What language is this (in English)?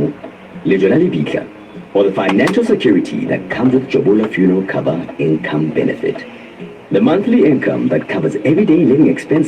Southern Sotho